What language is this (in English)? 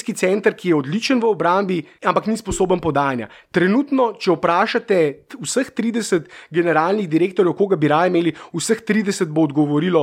Slovenian